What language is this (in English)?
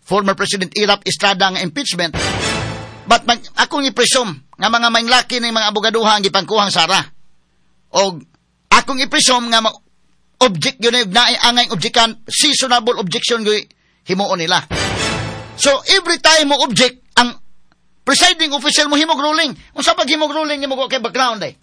Cebuano